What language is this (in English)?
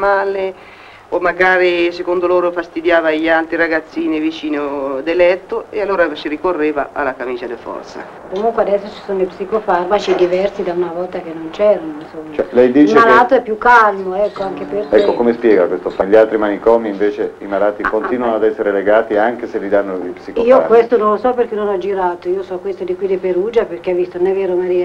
Italian